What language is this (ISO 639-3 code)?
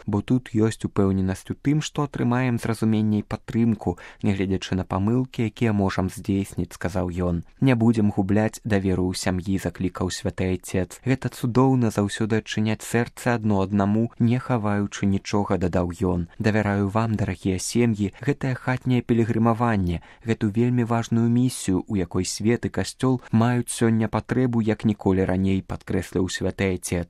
bel